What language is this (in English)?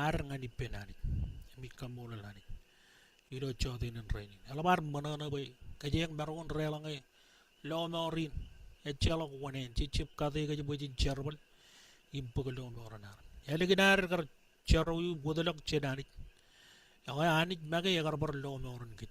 Marshallese